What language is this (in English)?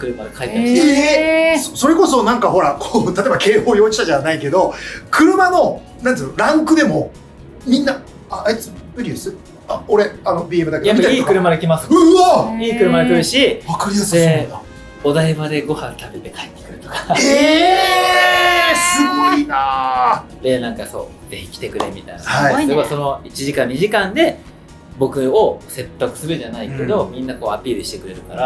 Japanese